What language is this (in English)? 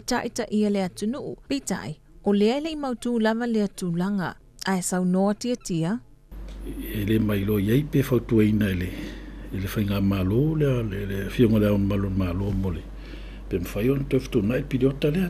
Samoan